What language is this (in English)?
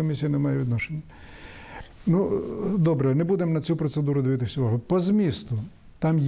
Ukrainian